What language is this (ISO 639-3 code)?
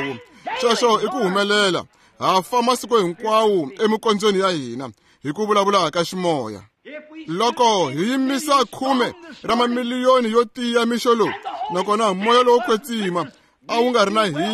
tso